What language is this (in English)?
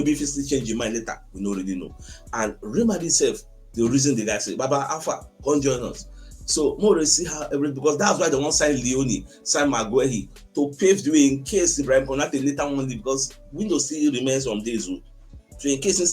Nigerian Pidgin